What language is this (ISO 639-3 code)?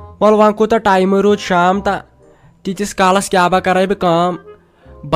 kas